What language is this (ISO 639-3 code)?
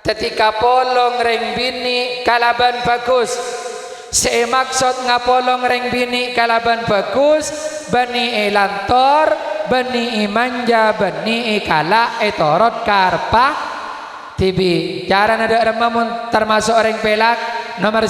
mad